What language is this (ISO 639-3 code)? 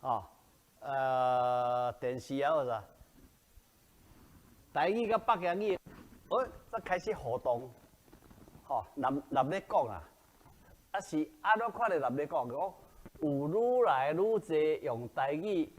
nan